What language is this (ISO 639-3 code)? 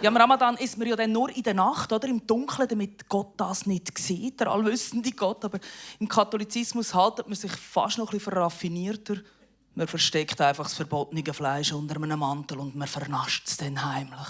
gsw